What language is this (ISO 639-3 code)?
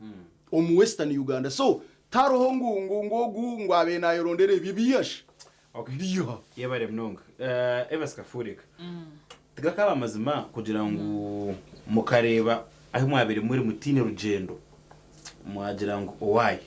nyn